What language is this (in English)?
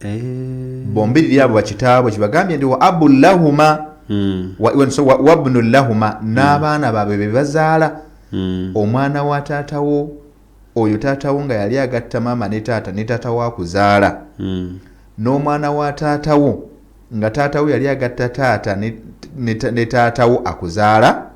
Ganda